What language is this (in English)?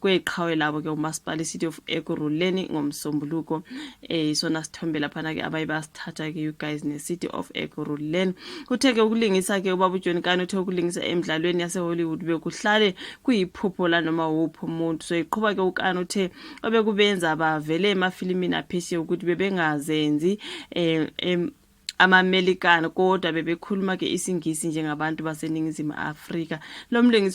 Zulu